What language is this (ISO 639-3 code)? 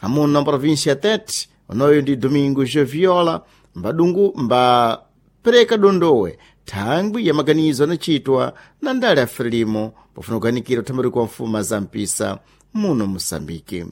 seh